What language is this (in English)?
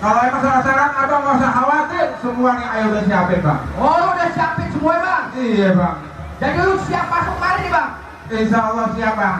Betawi